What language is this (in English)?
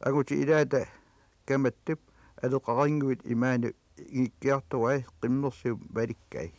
Kalaallisut